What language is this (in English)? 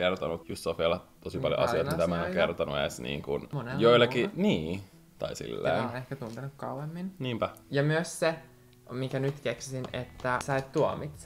Finnish